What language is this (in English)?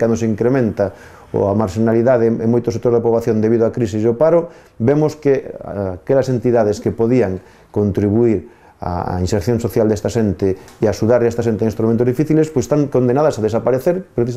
Galician